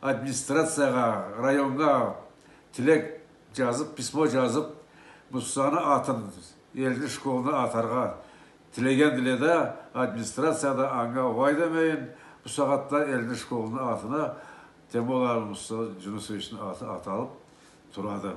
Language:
Karachay-Balkar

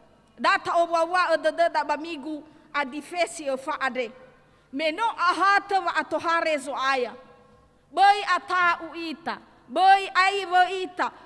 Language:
Nias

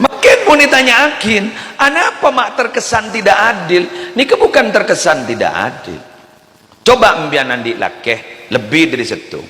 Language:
Madurese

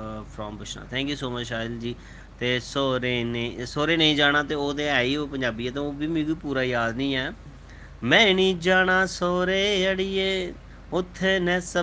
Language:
Dogri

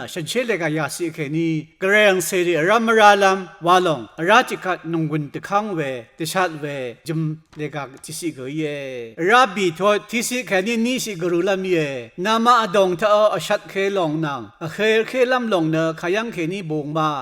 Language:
Rawang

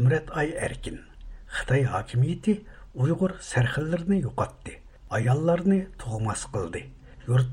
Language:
Uyghur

